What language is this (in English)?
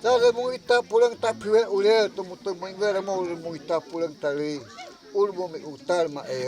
Guajajára